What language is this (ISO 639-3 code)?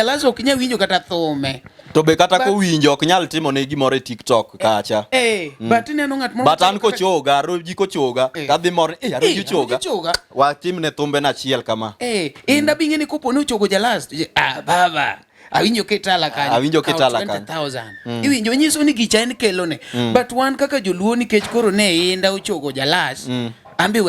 luo